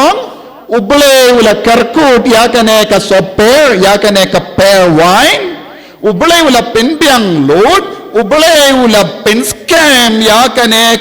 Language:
Khasi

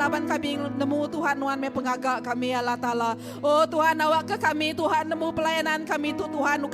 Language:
Iban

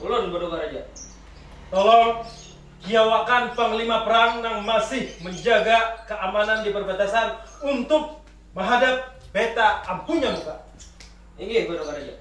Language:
Banjar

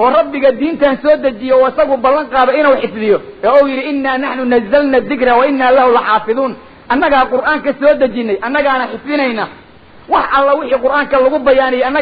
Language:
Somali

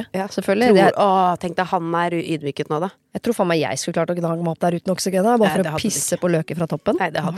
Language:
Norwegian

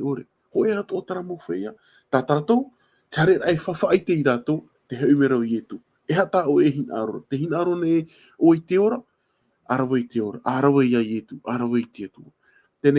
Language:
Tahitian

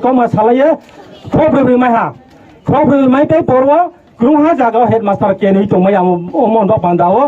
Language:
Riang (India)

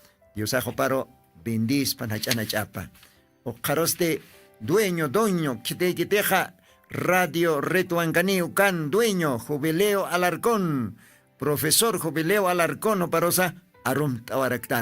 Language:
Aymara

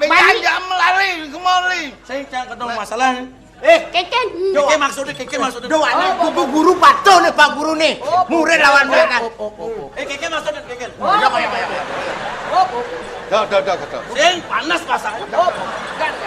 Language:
Balinese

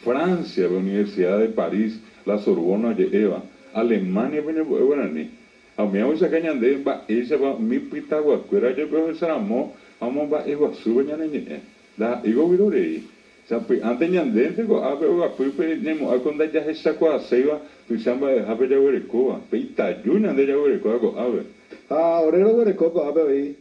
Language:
Guarani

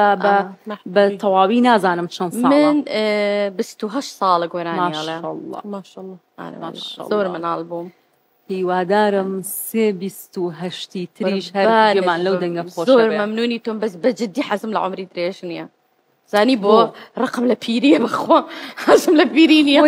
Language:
Central Kurdish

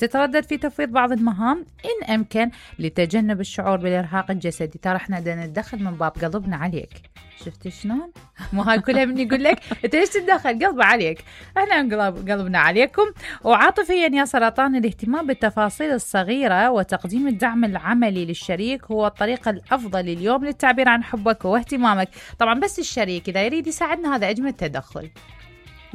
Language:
Mesopotamian Arabic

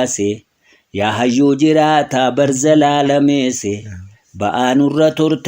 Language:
Oromo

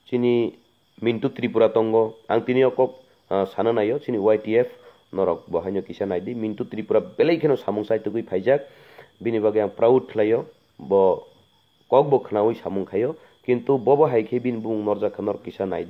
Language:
Kok Borok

